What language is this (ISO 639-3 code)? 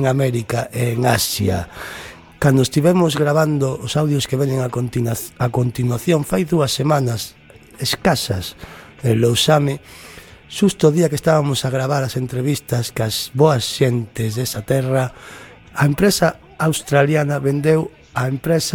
glg